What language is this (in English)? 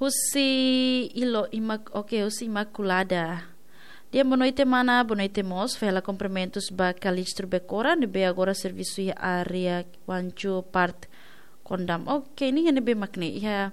Tetum